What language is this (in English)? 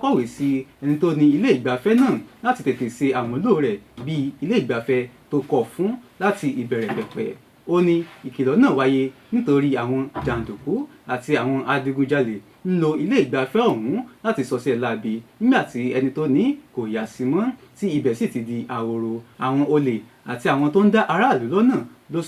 Yoruba